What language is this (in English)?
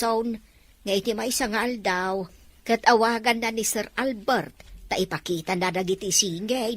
Iloko